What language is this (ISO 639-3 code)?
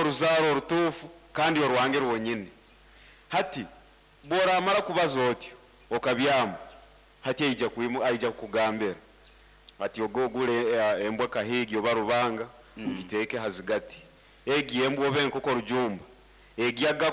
nyn